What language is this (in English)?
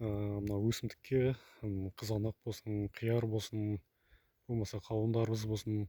Kazakh